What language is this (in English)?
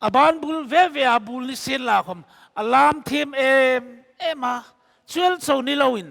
Hmar